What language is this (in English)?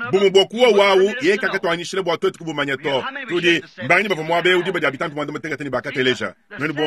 Luba-Lulua